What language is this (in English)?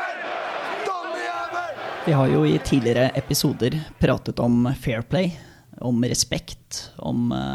Norwegian